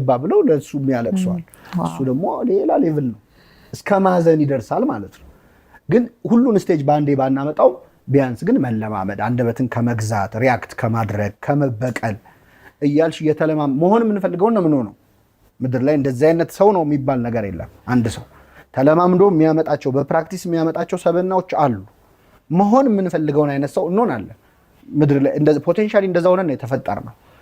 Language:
Amharic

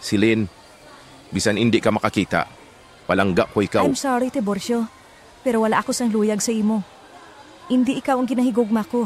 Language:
Hiligaynon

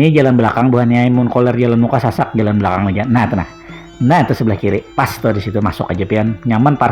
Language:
Banjar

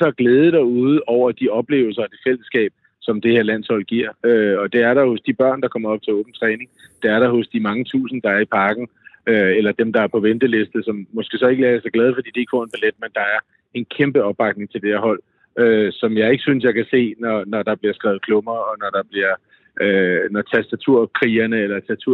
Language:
Danish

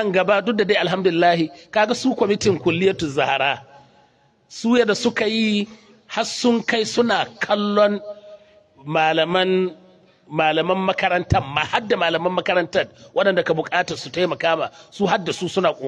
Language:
Hausa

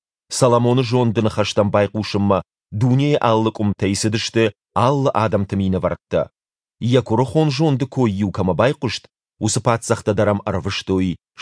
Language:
Ossetic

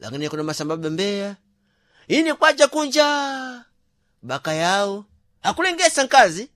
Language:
Sena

